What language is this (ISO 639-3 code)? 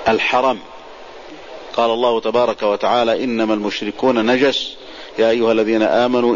ara